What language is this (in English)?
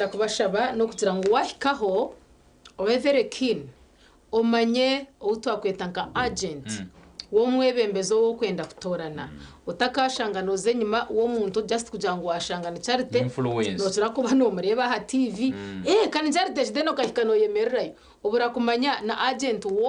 Nyankole